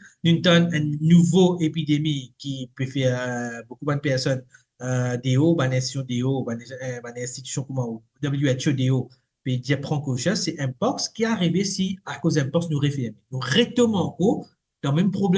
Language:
Morisyen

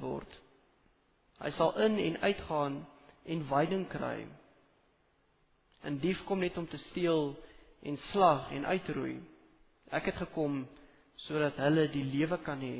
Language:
Afrikaans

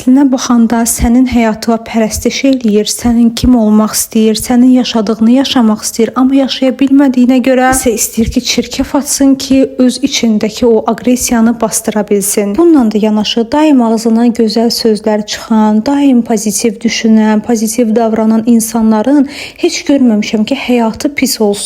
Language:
Azerbaijani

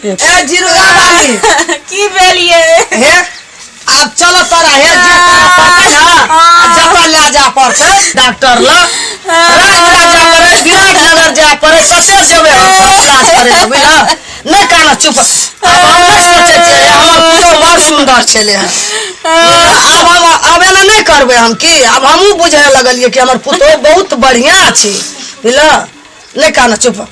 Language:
Maithili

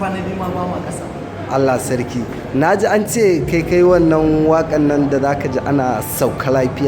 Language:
Hausa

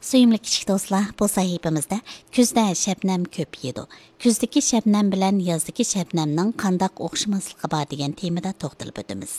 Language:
Uyghur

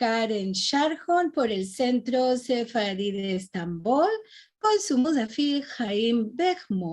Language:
Ladino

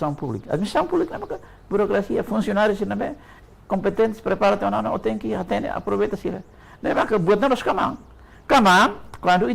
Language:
Tetum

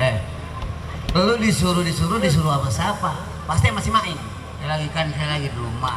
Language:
Betawi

